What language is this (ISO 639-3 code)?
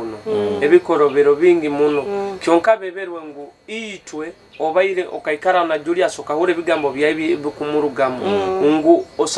nyo